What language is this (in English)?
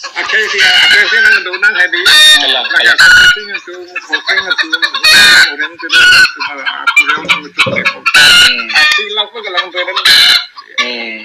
Karbi